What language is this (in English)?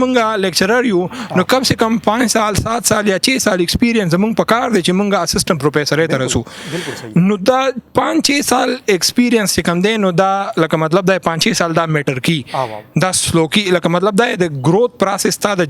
Pashto